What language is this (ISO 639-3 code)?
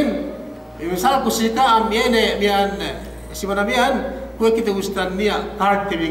yka